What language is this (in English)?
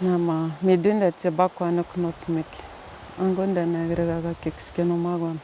Atikamekw